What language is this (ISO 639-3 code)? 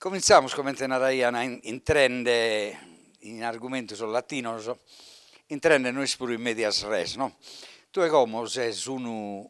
srd